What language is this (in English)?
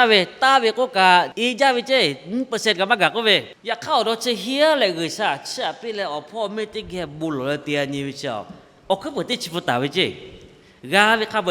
Lahu